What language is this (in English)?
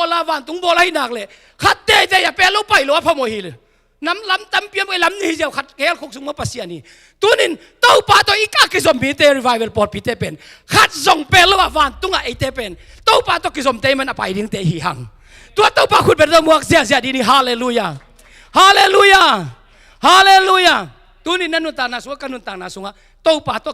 Tedim Chin